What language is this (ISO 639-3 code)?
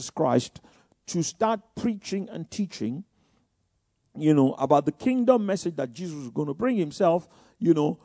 eng